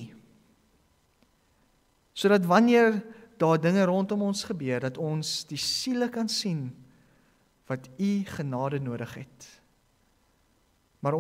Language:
Afrikaans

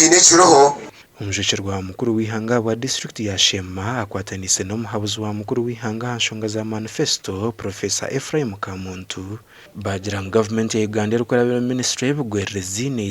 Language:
Nyankole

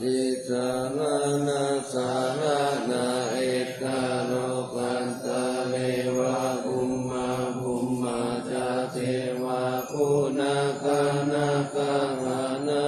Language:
Pali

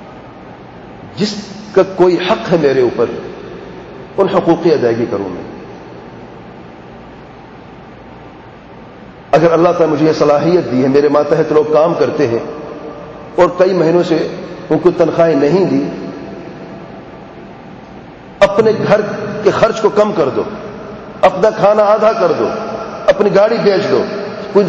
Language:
Urdu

